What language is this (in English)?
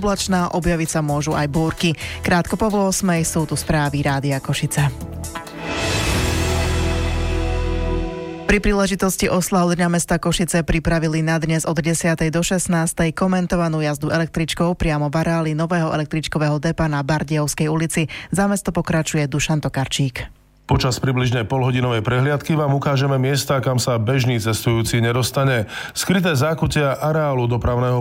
Slovak